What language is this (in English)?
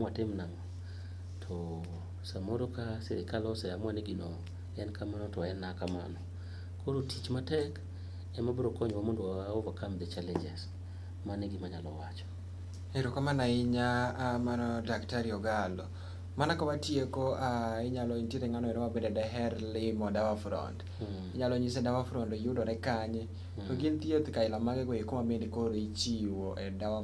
Luo (Kenya and Tanzania)